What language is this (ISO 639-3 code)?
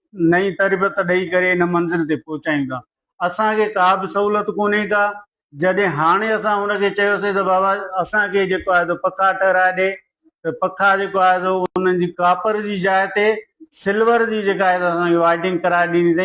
snd